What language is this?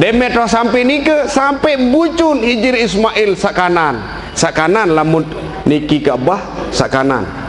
Sasak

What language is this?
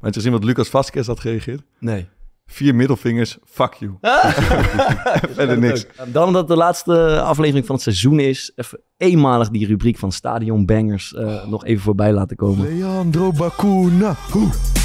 Dutch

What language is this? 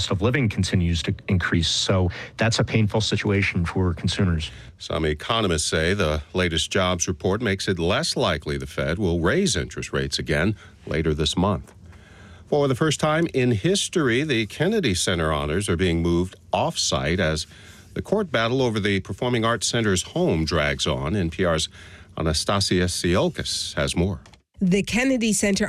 English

